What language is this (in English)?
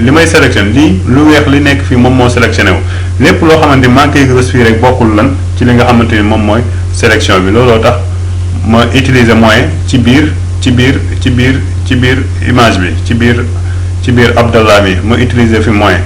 Wolof